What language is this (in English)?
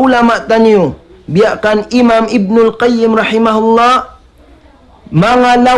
Tausug